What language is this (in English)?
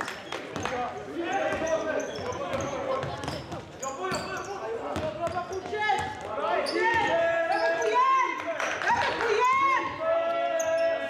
Swedish